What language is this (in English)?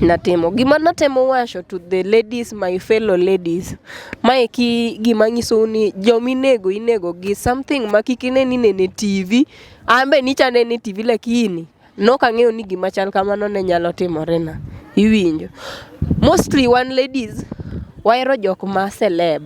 Luo (Kenya and Tanzania)